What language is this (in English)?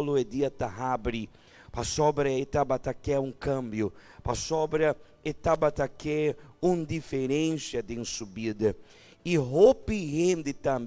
Papiamento